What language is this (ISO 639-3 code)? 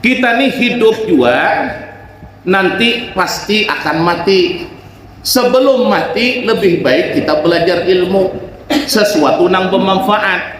bjn